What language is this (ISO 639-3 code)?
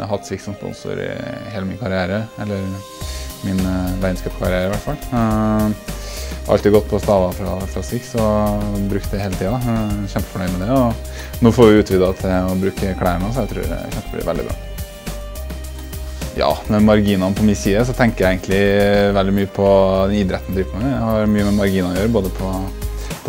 nor